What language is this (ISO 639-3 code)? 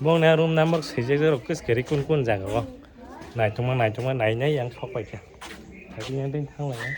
trp